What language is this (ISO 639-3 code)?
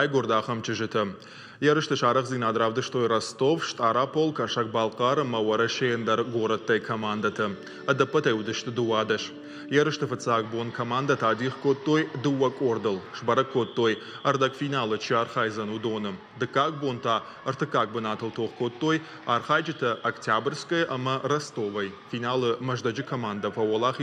oss